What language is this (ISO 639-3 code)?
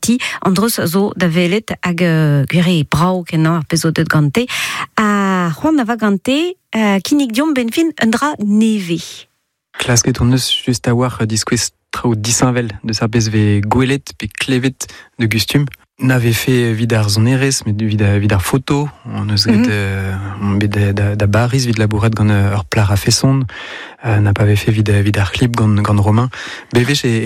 bre